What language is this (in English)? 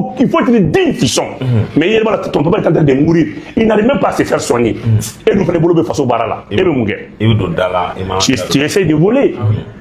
Bambara